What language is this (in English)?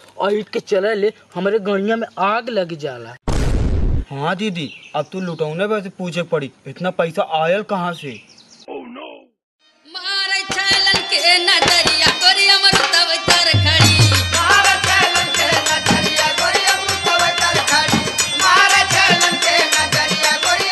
Bhojpuri